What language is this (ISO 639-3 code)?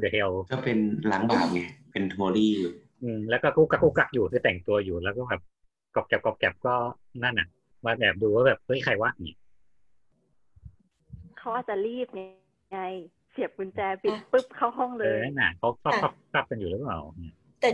tha